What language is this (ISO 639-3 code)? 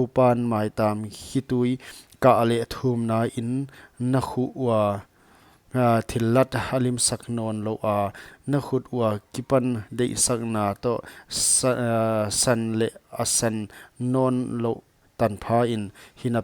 pck